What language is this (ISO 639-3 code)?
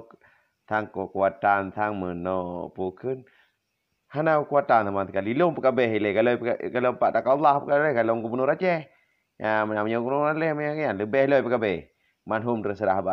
ace